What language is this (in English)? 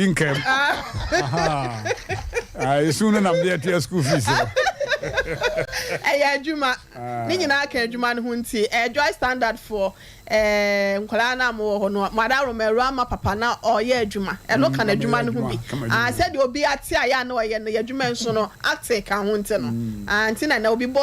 Akan